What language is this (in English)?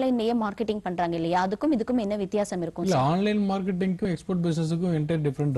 Tamil